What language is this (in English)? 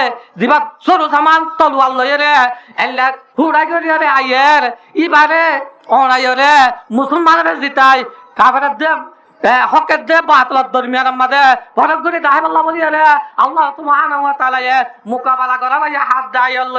Rohingya